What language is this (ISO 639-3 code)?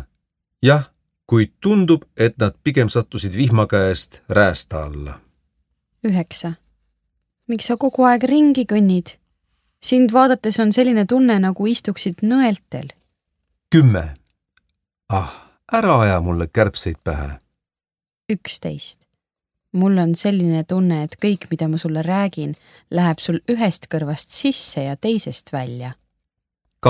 est